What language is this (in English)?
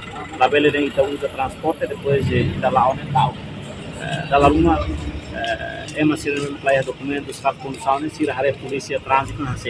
Tetum